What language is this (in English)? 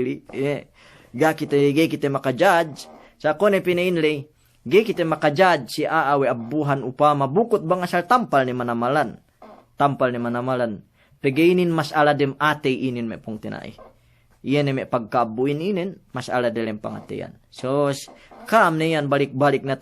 Yakan